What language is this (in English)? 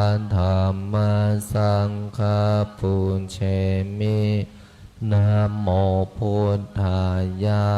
Pali